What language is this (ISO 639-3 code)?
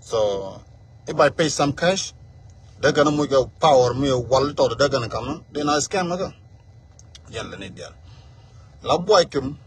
nus